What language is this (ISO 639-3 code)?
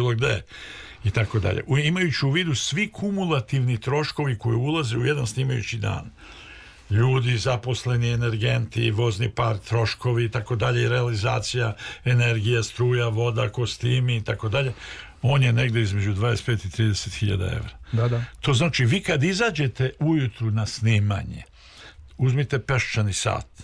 srp